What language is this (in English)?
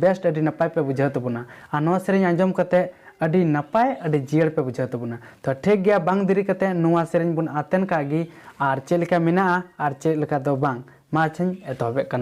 Santali